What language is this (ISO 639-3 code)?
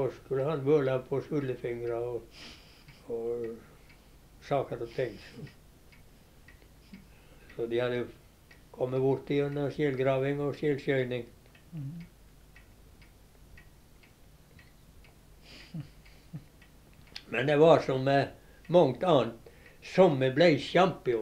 nor